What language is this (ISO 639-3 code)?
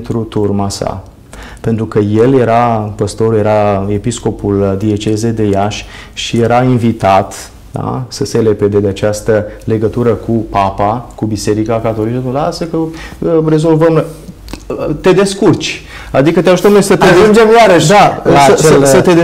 ron